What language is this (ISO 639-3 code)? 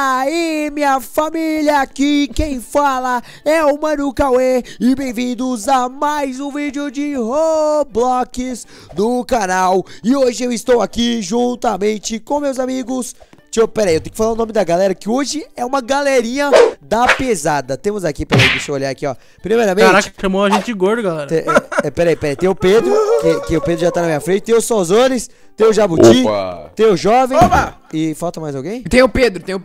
por